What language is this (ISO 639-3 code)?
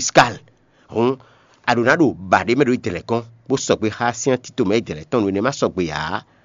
fon